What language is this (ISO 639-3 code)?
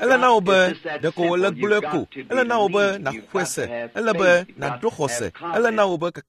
ewe